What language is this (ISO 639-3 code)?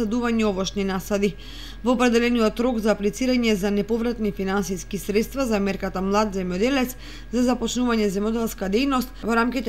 mkd